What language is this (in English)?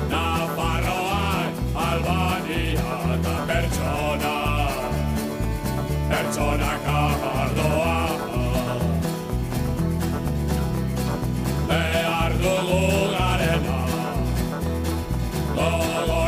Basque